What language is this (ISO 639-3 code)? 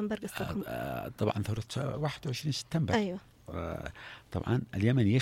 ara